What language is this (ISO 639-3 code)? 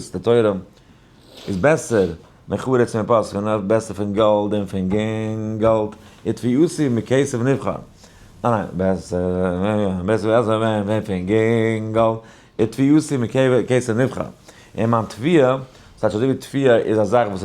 yid